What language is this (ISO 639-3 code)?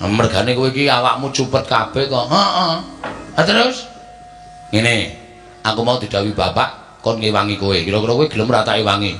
jav